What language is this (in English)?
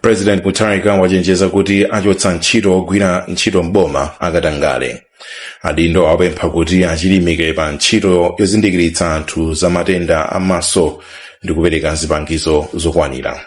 Nyanja